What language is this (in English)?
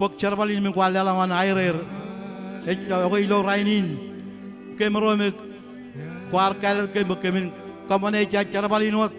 Marshallese